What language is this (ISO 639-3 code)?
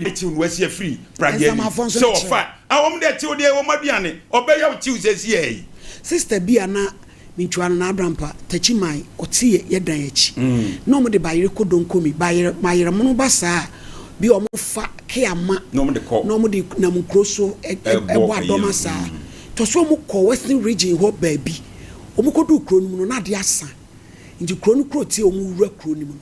aka